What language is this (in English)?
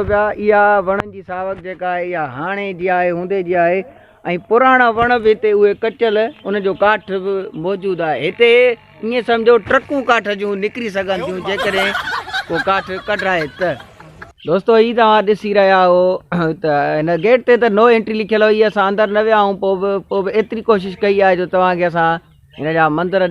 Sindhi